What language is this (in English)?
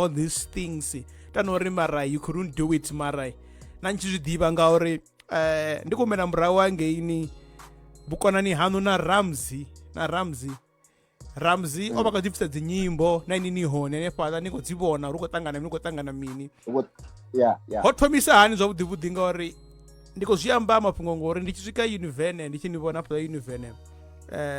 Venda